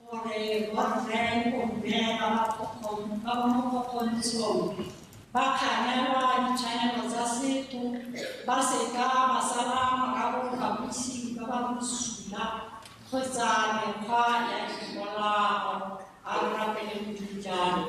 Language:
Tswana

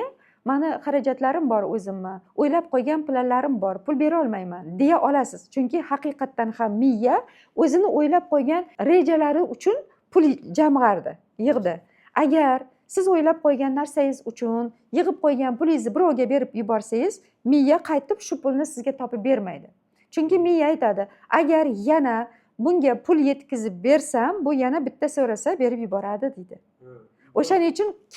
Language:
Uzbek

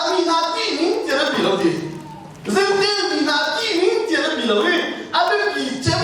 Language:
Hakha Chin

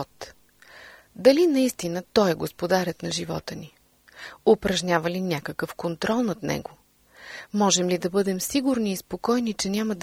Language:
Bulgarian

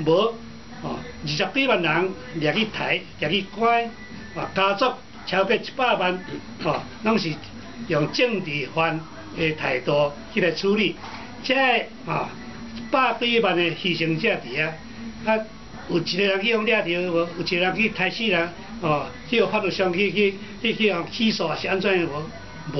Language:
Min Nan Chinese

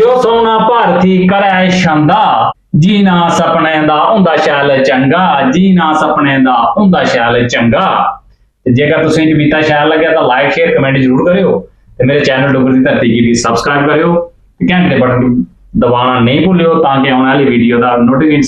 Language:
Dogri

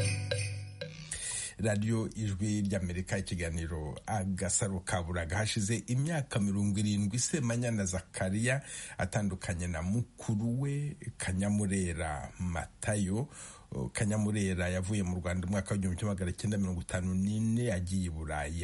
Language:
Kinyarwanda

